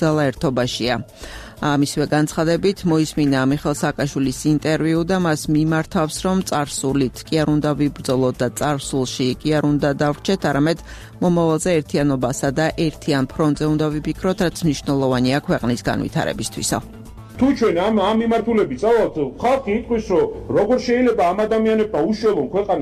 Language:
Georgian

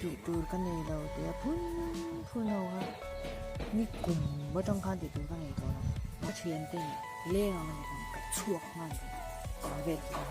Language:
Mizo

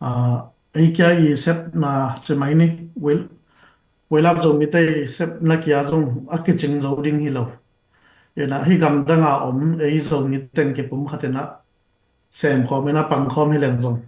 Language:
Tedim Chin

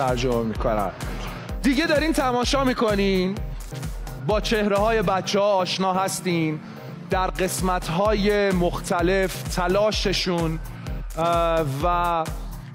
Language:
Persian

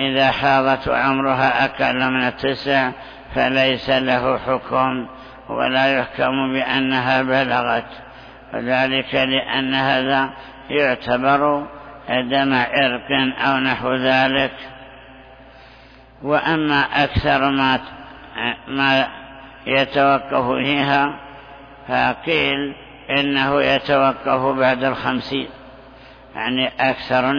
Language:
Arabic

